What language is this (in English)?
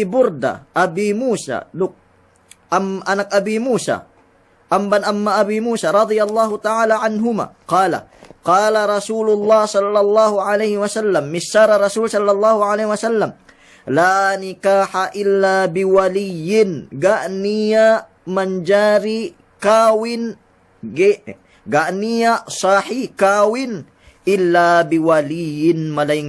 Yakan